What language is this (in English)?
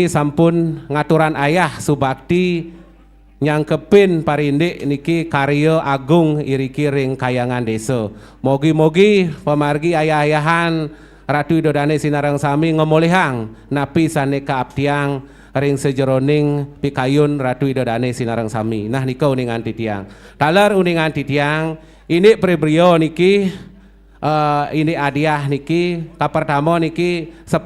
Balinese